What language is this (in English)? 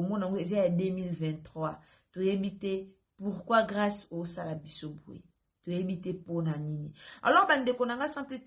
Lingala